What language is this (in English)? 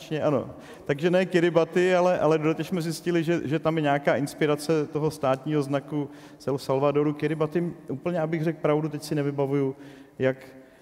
Czech